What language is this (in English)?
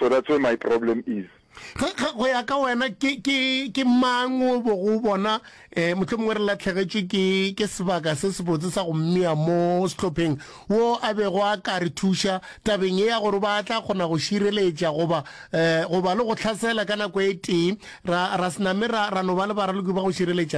Northern Sotho